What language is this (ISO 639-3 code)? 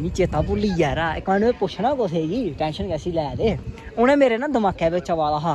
doi